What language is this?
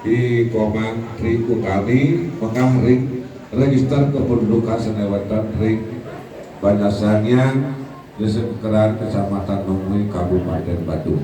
Balinese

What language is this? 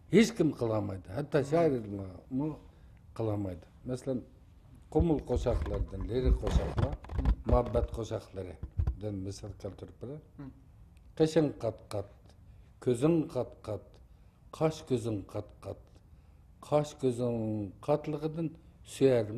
Uyghur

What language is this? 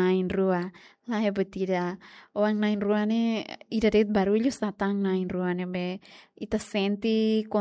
Tetum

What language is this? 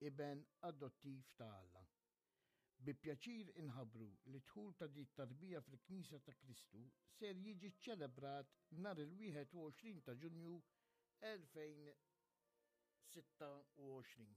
Maltese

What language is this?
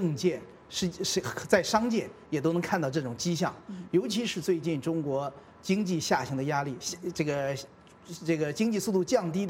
Chinese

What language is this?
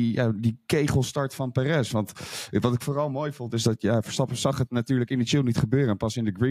Dutch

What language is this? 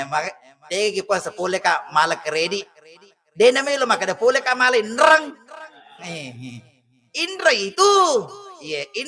Buginese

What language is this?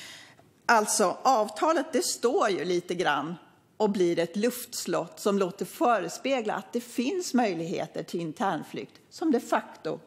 Swedish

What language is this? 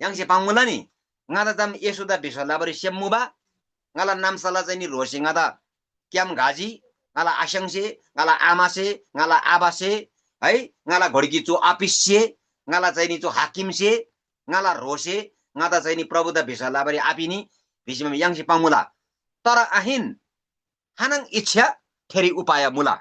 Eastern Tamang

